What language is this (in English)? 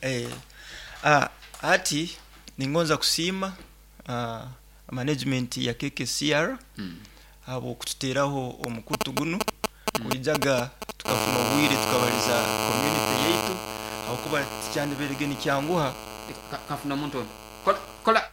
Nyoro